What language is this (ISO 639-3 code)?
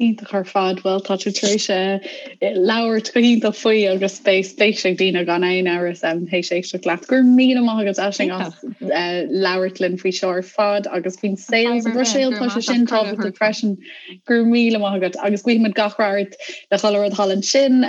gle